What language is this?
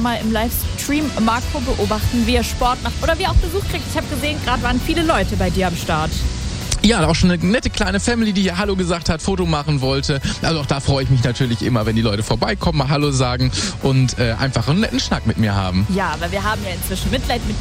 German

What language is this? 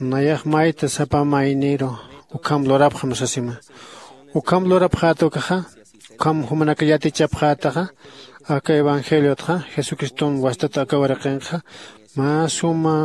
Aymara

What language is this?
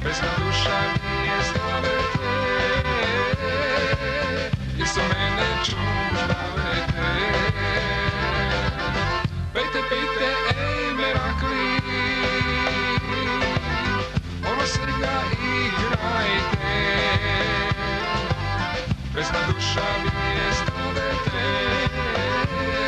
Macedonian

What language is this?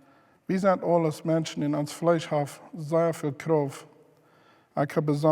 Plautdietsch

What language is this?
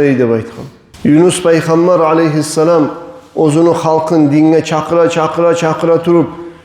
Kumyk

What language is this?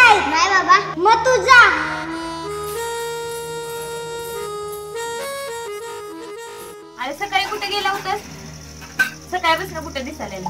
Marathi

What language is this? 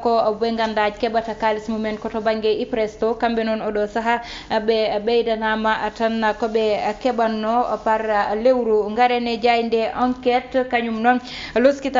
Fula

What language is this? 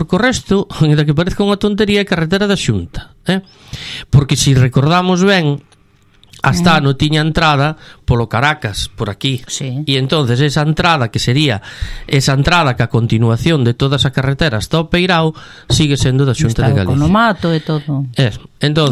Galician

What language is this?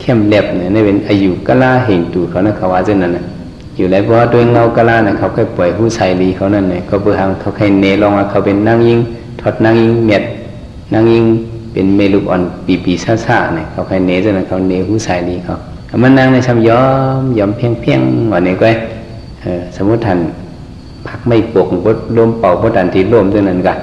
Shan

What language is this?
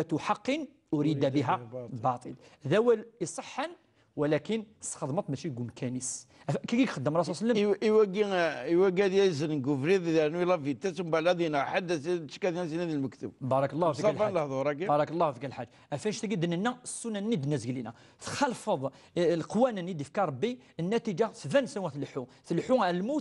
Kabyle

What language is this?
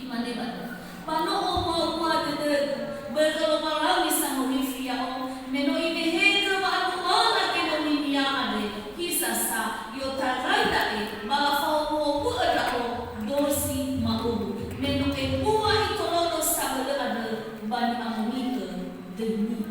Nias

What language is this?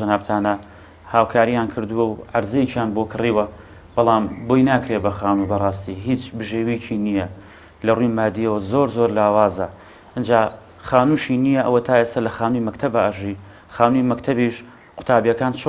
Central Kurdish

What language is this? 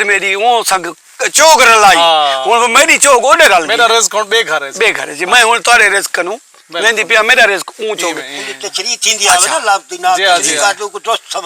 Saraiki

